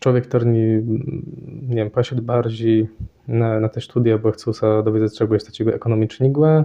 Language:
Kashubian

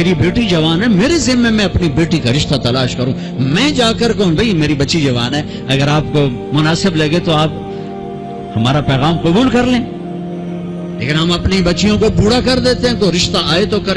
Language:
Urdu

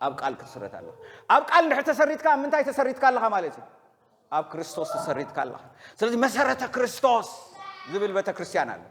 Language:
Tigrinya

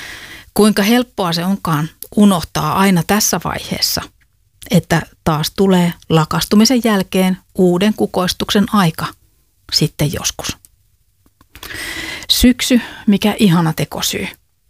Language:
Finnish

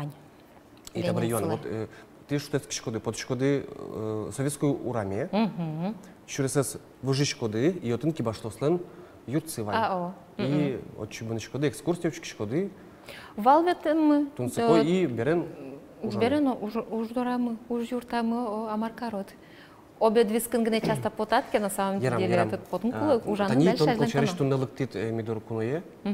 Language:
Udmurt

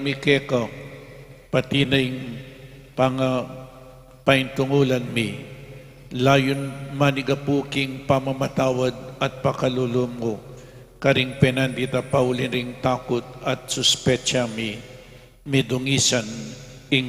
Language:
Pampanga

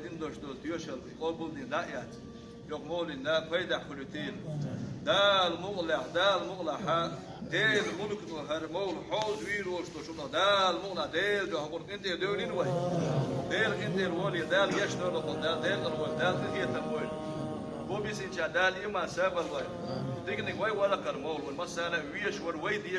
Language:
Chechen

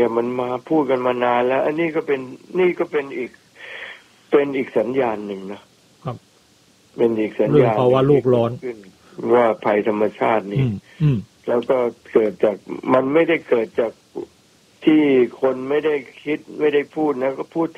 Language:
Thai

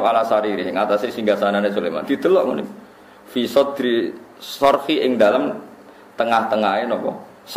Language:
Javanese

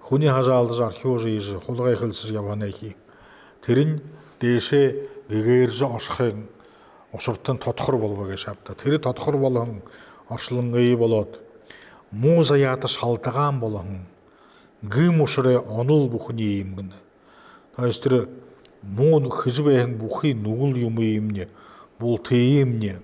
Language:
Buriat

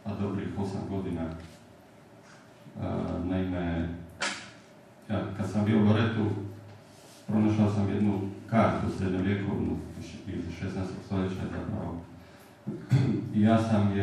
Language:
Croatian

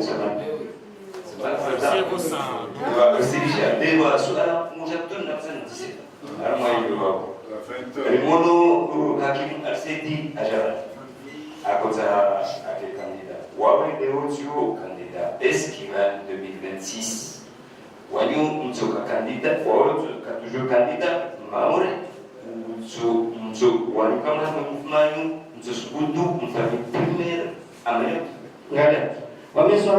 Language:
Ngazidja Comorian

